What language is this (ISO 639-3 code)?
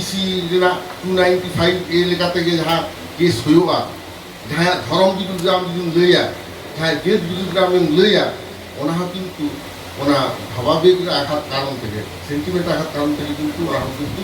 sat